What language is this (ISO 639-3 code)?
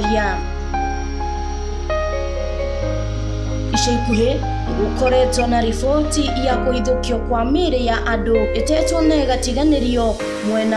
kik